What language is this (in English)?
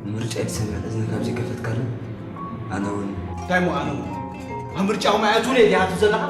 Tigrinya